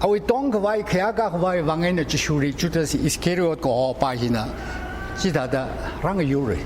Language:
Tangkhul Naga (India)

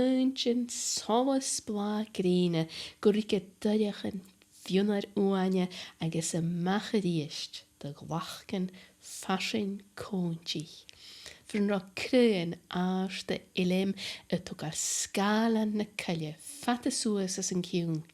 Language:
Scottish Gaelic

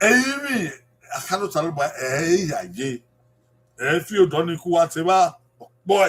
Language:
Bini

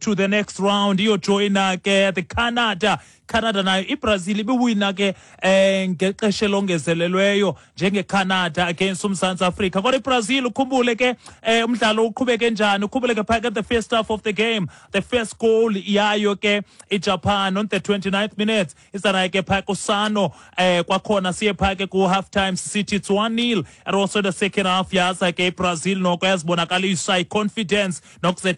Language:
Xhosa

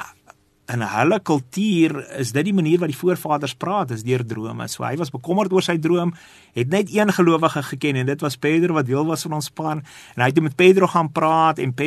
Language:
Afrikaans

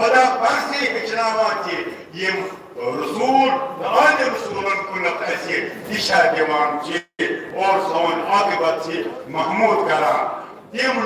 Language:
Kashmiri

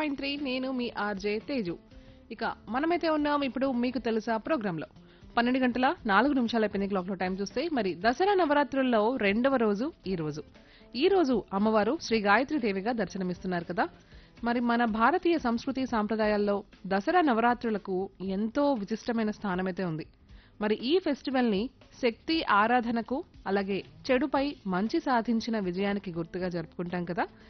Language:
Telugu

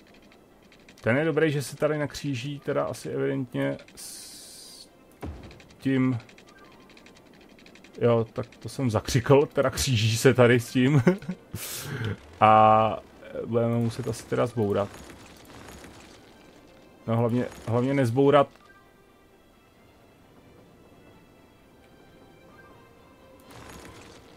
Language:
Czech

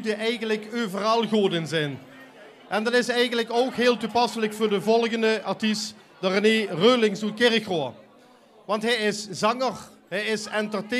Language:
Limburgish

